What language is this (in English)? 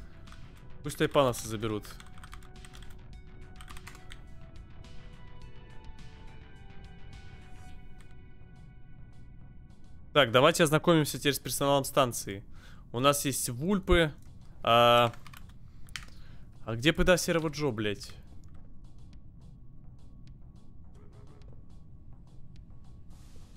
Russian